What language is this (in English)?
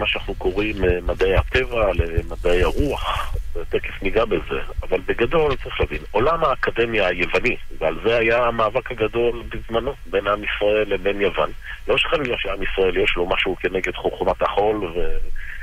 Hebrew